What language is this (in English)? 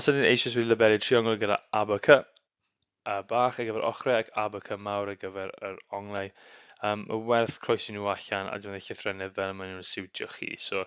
Welsh